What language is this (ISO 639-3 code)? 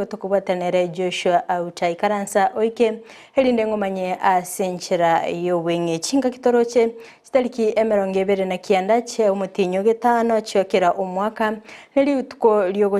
guz